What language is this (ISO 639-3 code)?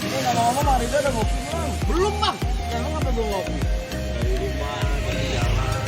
bew